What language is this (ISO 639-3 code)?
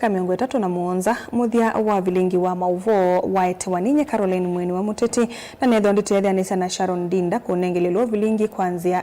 kam